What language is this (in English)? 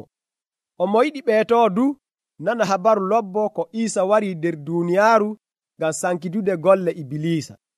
Nigerian Fulfulde